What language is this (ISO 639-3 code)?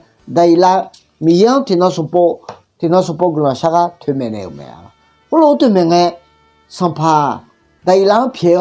ahk